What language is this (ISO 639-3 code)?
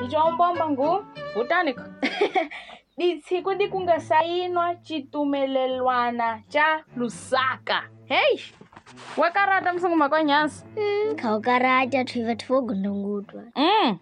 tso